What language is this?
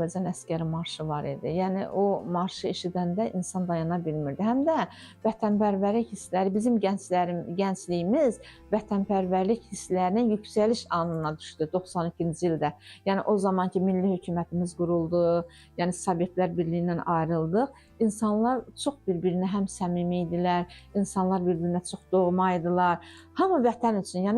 Azerbaijani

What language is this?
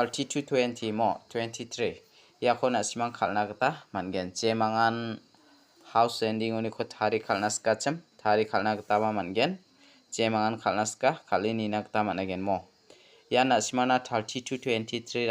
Garo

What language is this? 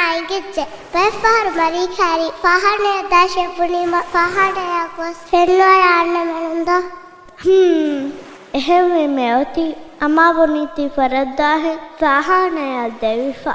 Divehi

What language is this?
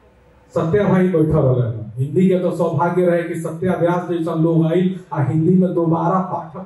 Bhojpuri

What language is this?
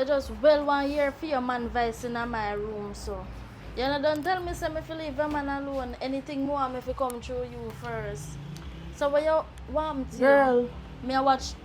Jamaican Creole English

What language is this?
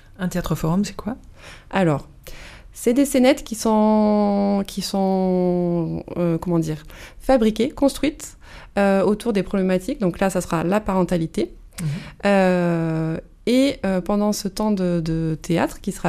French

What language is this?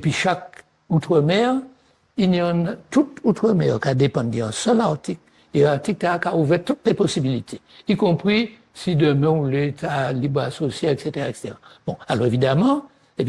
Guadeloupean Creole French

